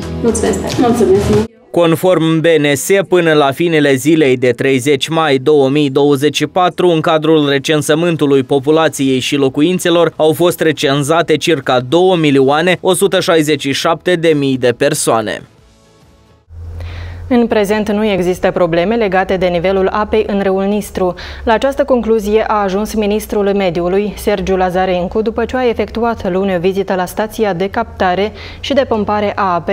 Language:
Romanian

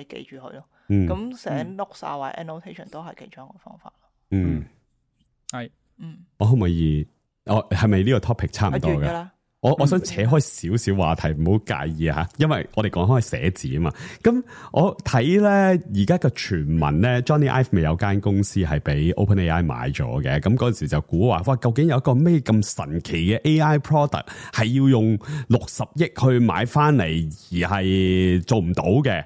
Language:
Cantonese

